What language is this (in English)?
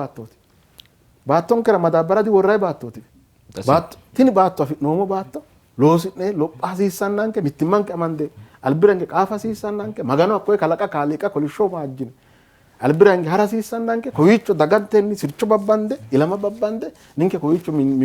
Sidamo